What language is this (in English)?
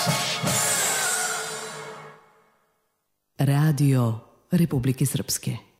Serbian